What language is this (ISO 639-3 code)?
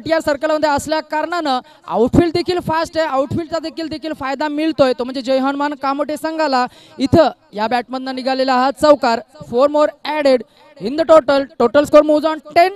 mar